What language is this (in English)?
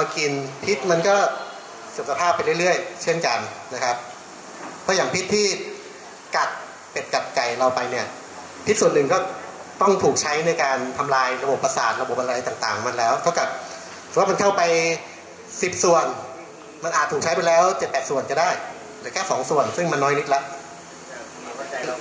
Thai